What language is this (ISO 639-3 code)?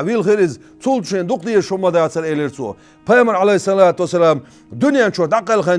che